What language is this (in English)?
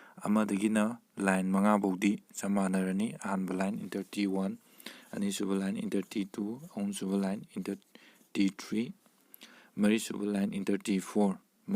Manipuri